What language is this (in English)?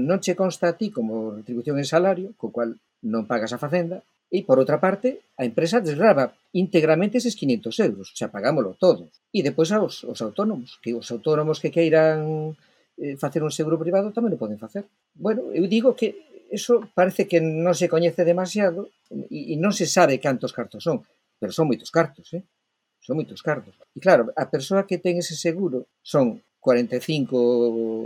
Galician